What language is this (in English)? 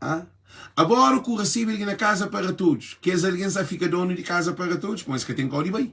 Kabuverdianu